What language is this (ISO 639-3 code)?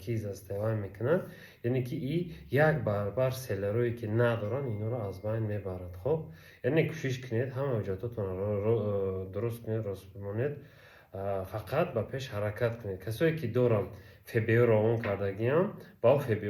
tgk